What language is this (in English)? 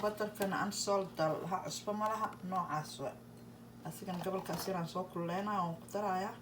Somali